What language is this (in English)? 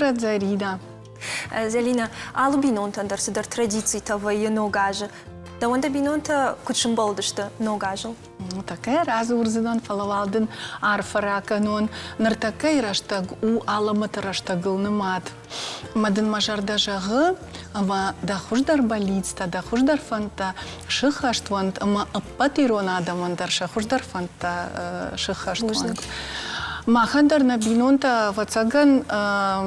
Ossetic